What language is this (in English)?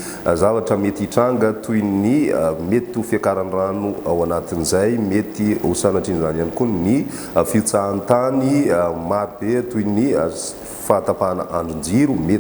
Malagasy